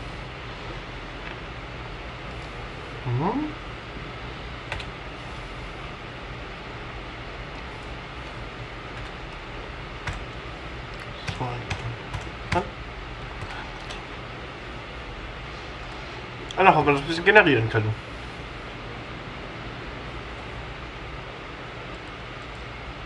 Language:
German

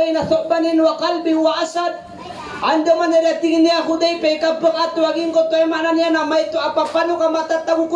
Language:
Maranao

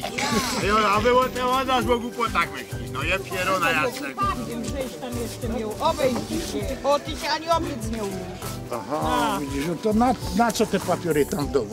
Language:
Silesian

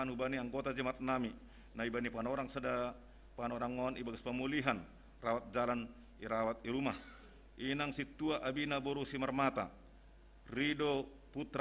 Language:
Batak Simalungun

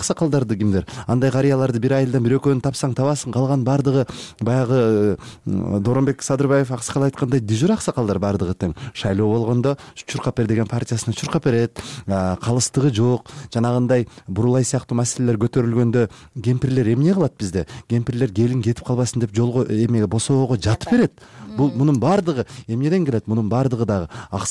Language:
Kyrgyz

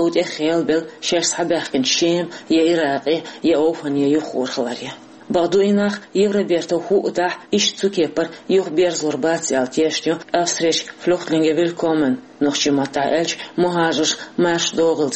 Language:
Chechen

